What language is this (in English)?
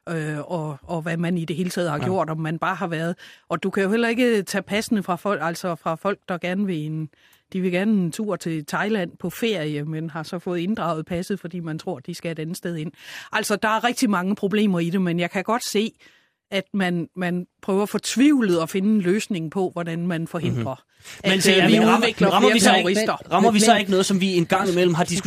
Danish